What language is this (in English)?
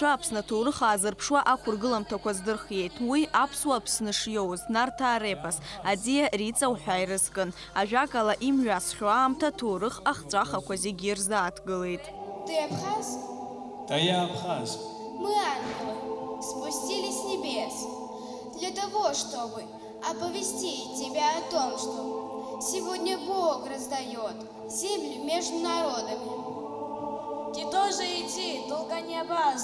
Abkhazian